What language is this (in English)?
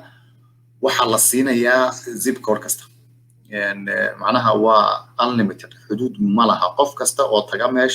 Somali